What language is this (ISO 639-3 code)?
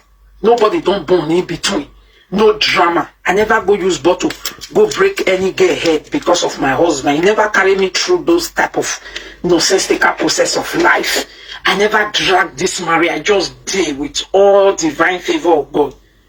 pcm